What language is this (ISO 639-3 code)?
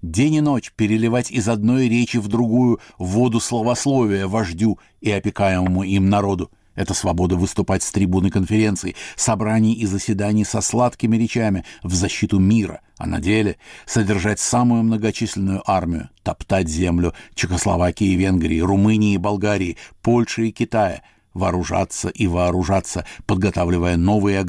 rus